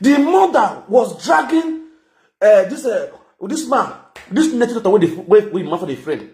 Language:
Nigerian Pidgin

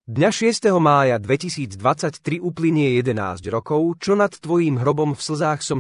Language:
Slovak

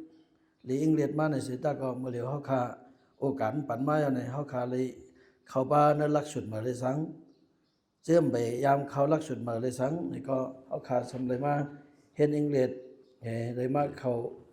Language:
Shan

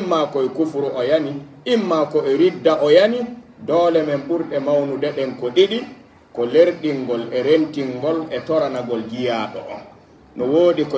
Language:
Pular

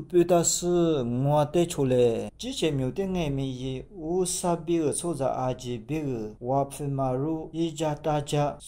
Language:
Lisu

